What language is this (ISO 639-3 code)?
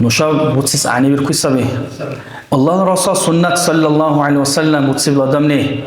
dar